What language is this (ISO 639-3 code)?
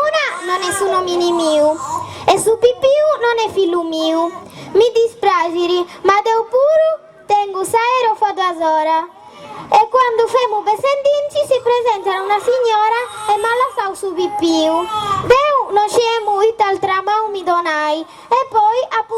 srd